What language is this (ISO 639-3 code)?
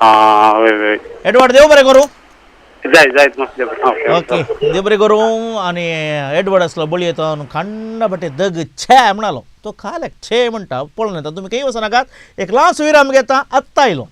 kok